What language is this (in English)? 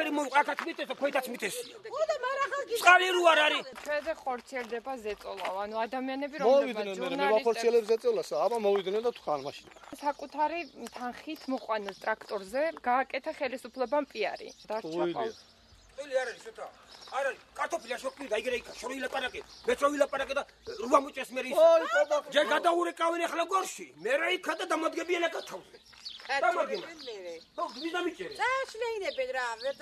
Georgian